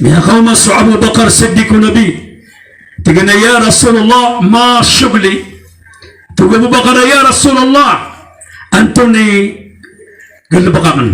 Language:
Maranao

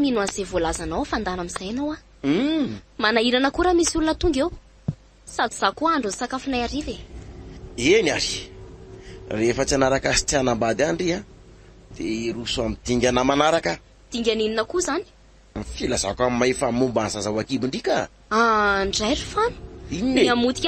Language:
Malagasy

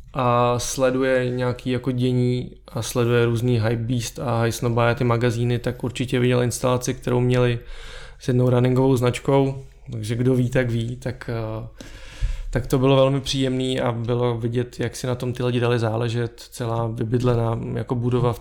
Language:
Czech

